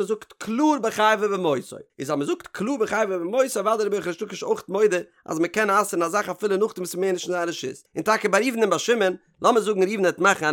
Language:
Yiddish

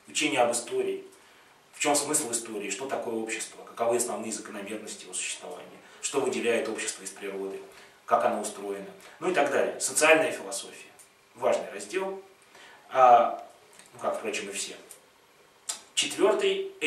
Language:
Russian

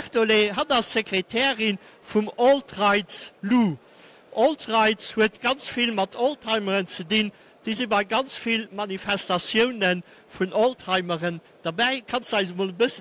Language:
Luxembourgish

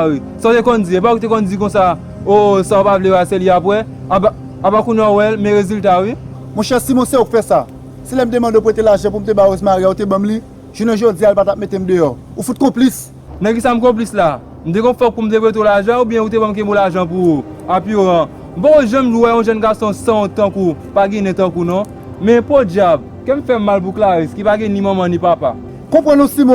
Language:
Haitian Creole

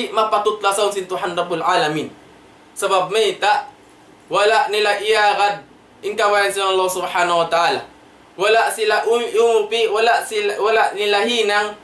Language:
Tausug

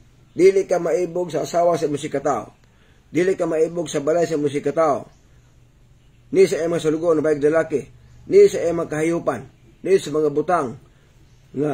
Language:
Cebuano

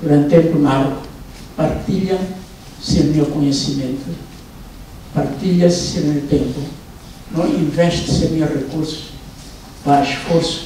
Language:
Tetum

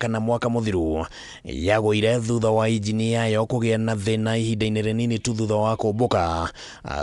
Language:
Kikuyu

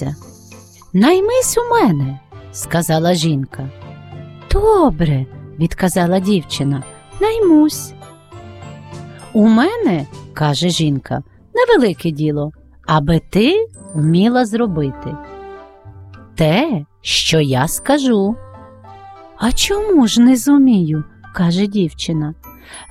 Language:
Ukrainian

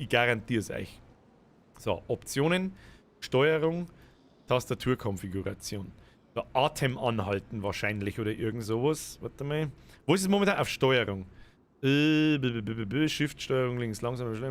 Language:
Bavarian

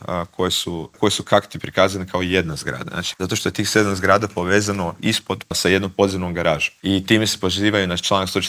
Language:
Croatian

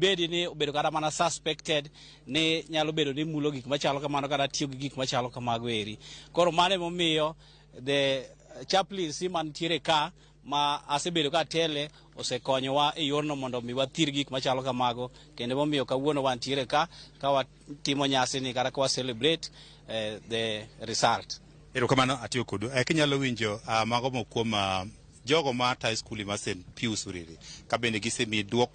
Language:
Luo (Kenya and Tanzania)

